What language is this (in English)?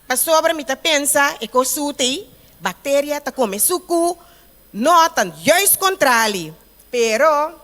Papiamento